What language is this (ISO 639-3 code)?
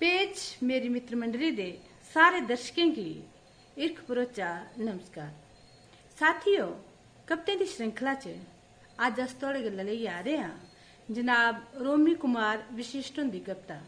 doi